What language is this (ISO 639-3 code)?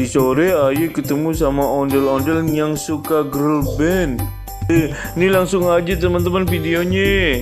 bew